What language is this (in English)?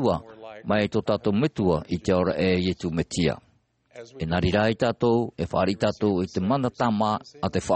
Tahitian